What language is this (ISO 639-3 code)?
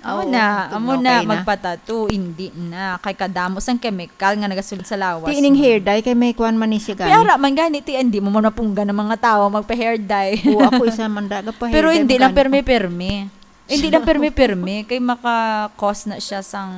hil